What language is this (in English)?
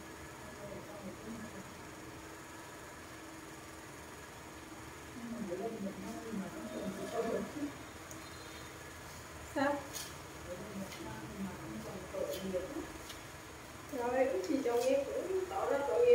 Vietnamese